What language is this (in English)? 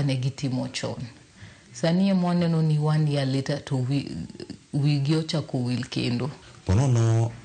Luo (Kenya and Tanzania)